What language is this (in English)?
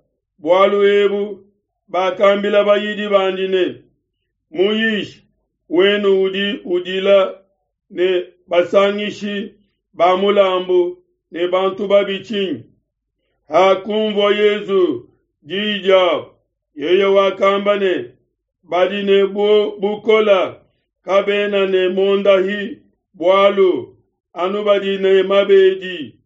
Luba-Lulua